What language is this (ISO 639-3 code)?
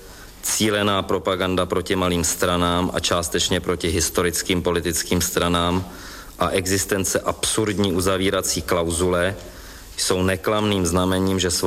ces